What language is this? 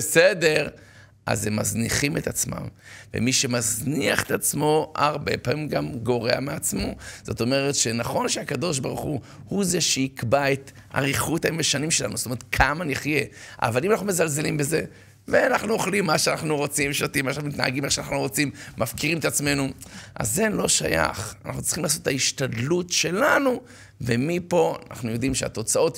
Hebrew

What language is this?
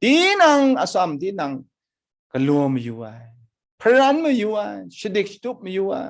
Kachin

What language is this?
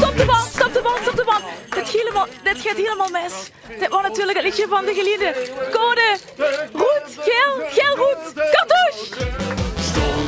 Limburgish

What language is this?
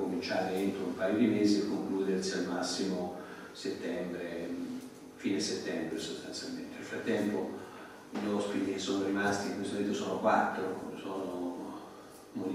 Italian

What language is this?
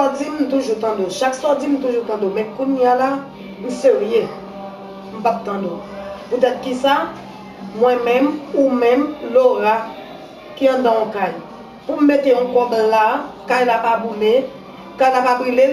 Haitian Creole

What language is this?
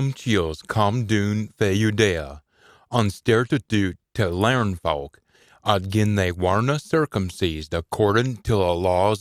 Scots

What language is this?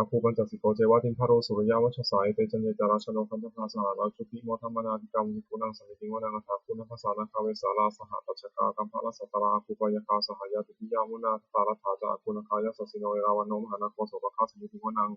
Pali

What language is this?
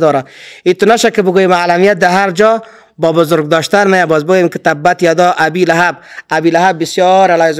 Persian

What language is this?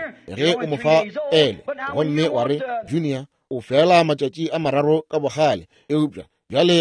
Northern Sotho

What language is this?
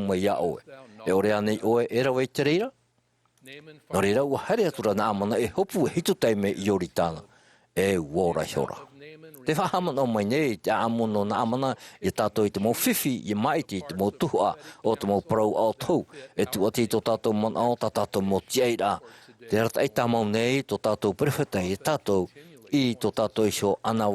Tahitian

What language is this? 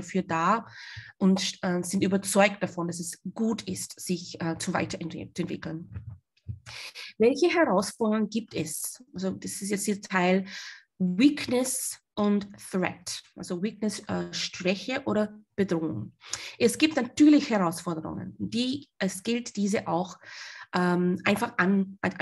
German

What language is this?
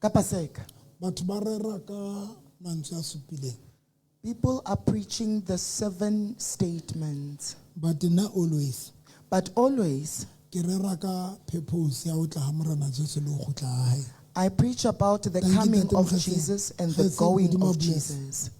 Southern Sotho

